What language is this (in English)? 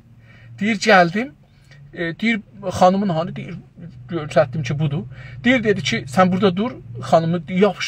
South Azerbaijani